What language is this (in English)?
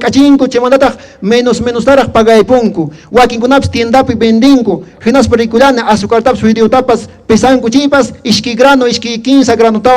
Quechua